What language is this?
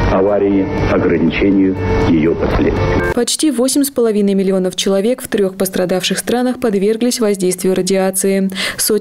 Russian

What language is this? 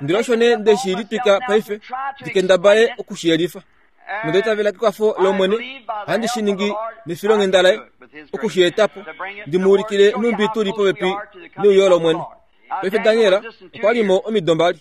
Kuanyama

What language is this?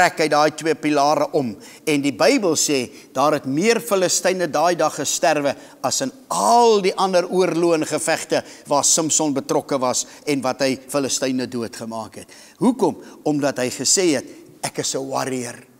Afrikaans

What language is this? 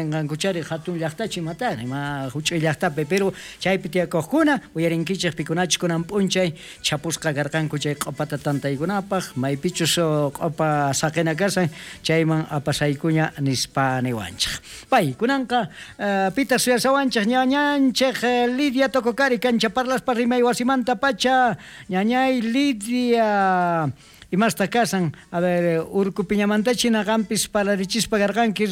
South Bolivian Quechua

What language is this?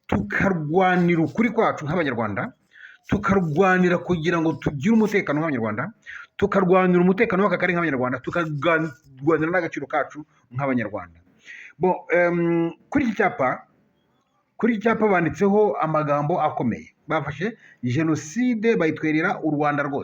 Kinyarwanda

